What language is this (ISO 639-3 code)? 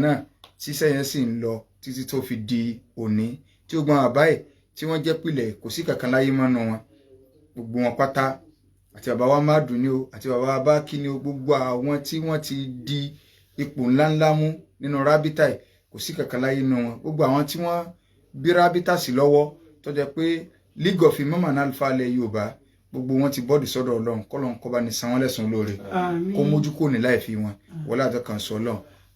yor